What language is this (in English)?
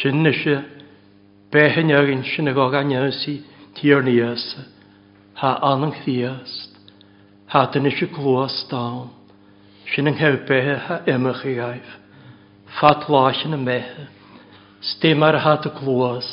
Welsh